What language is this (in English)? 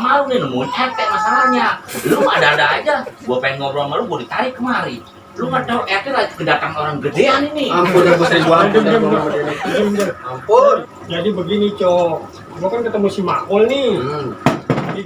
Betawi